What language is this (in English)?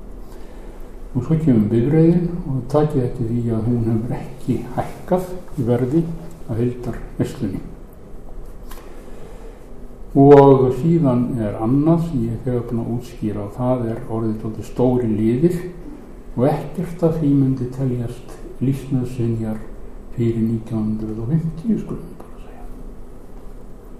Icelandic